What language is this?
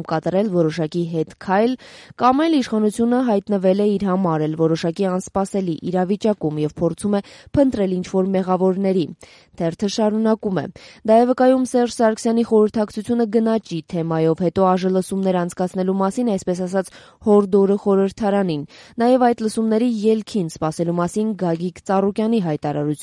Armenian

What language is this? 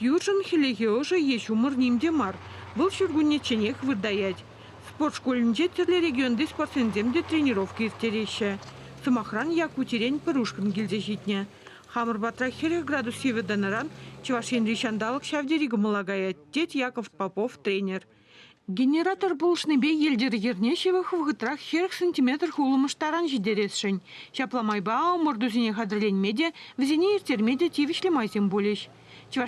Chuvash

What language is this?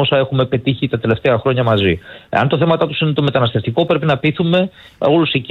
Greek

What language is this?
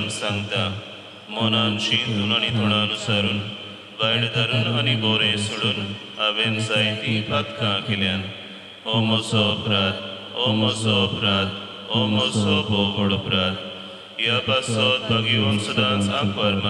Konkani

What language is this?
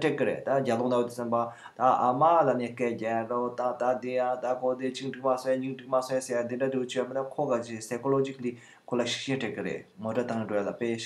Tibetan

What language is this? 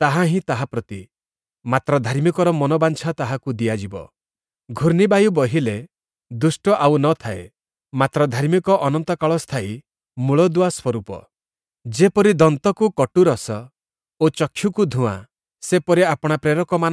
Odia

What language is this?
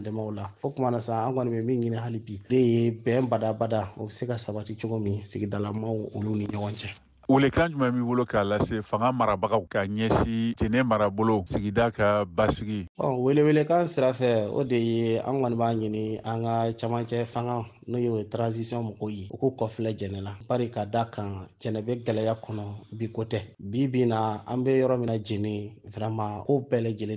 Bambara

